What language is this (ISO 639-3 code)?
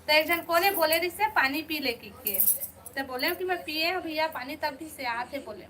hne